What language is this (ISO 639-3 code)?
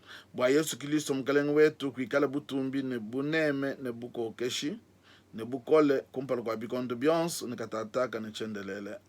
lua